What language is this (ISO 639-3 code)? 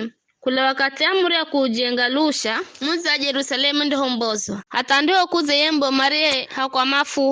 nyf